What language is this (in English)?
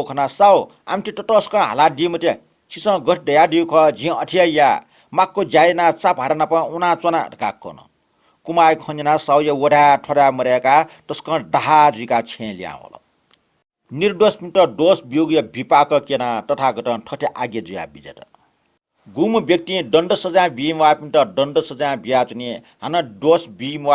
Newari